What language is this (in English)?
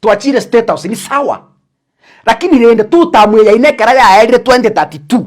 Gusii